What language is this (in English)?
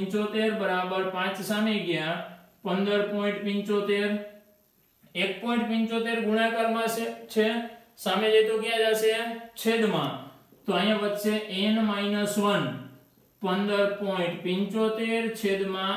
Gujarati